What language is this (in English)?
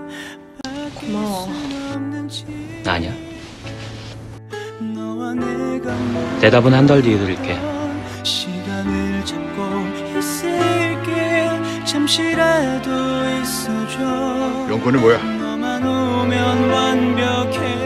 Korean